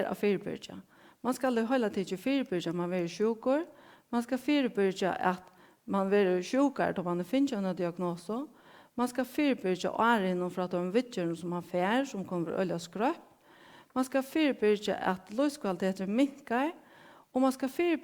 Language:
Faroese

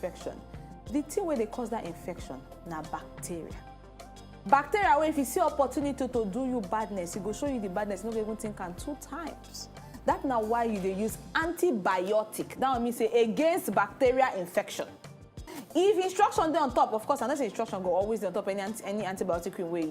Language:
Nigerian Pidgin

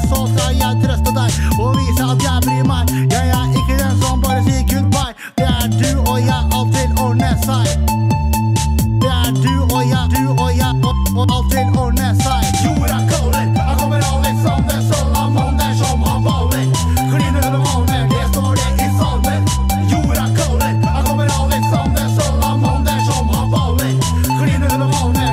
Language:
Norwegian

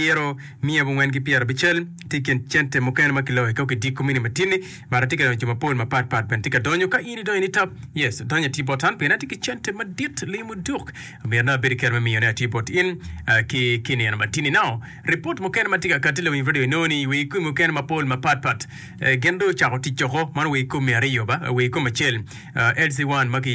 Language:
Acoli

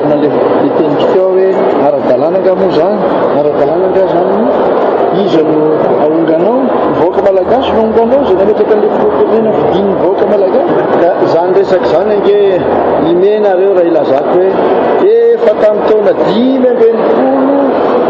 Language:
Malagasy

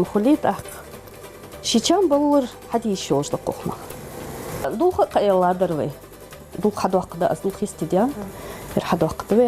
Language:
Ingush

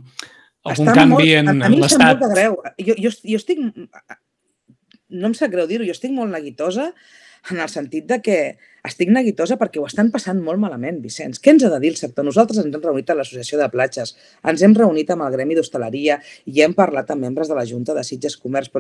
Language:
Catalan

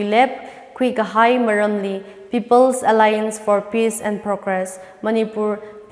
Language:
Tangkhul Naga (India)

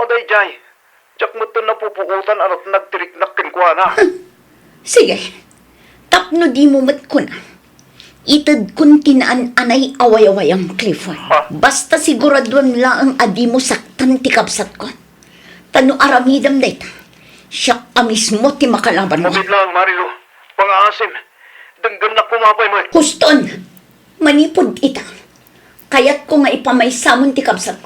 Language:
Iloko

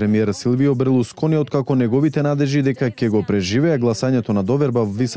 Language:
Macedonian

